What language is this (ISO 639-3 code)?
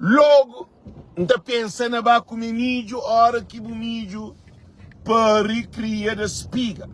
kea